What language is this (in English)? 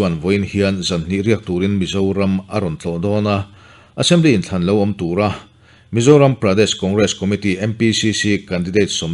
Mizo